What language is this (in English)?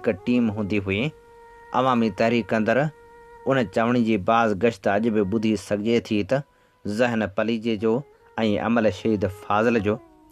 Sindhi